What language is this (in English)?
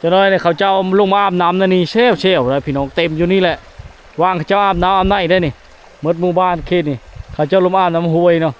Lao